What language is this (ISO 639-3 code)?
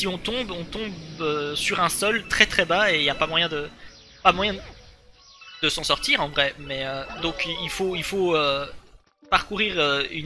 fra